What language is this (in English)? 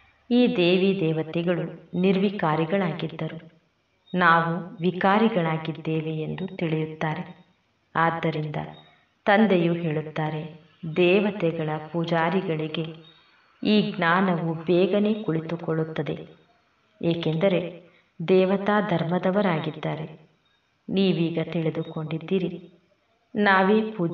Kannada